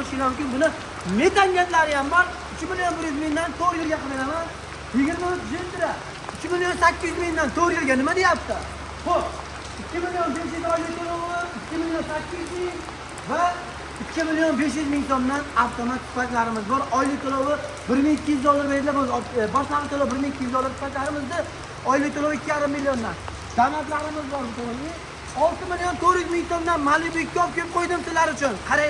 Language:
Uzbek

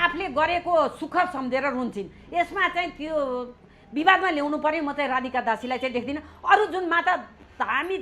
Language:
Nepali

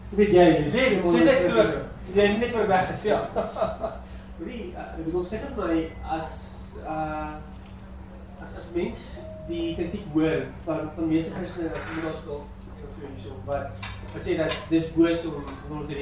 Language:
Afrikaans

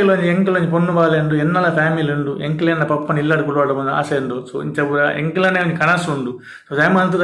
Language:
Tulu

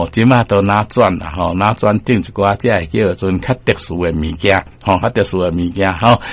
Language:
Min Nan Chinese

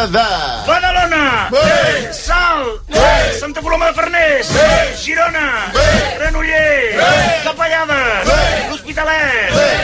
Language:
Catalan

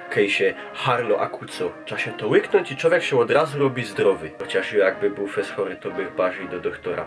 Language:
Silesian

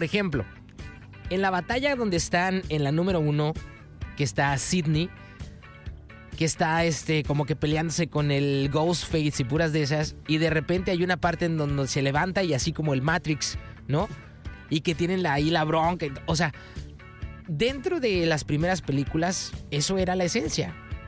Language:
Spanish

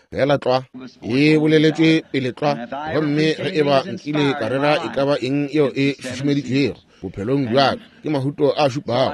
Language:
Northern Sotho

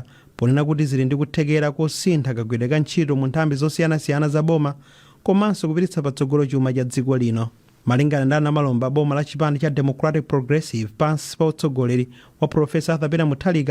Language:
Nyanja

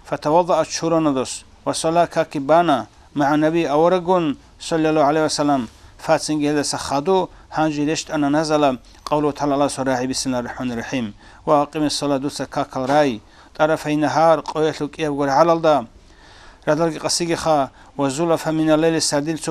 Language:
Avaric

